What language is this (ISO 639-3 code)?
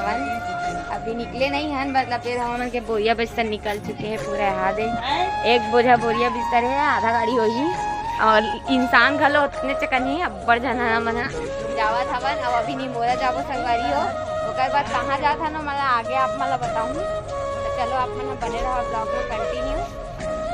hne